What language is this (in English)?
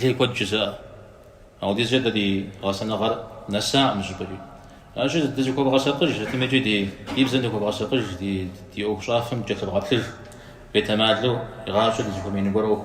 Kabardian